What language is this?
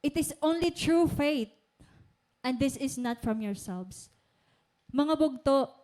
Waray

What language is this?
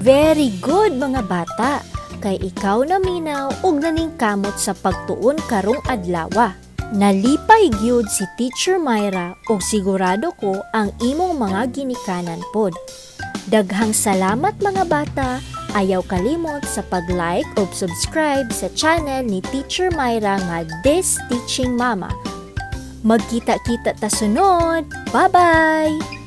Cebuano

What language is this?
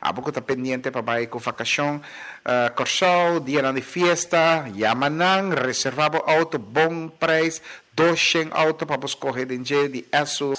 Papiamento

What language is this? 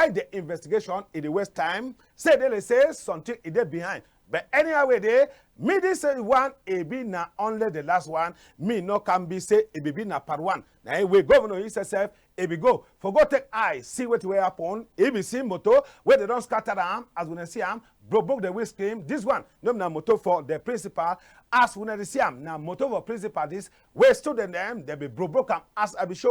Cameroon Pidgin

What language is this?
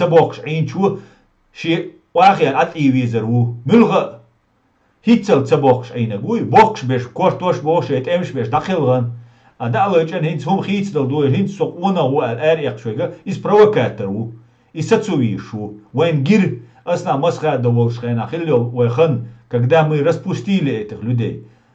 Chechen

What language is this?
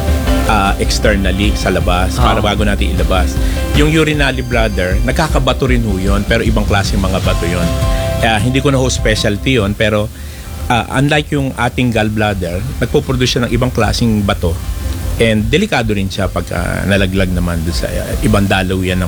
Filipino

